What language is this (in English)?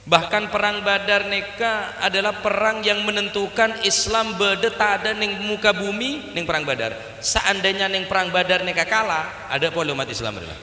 Madurese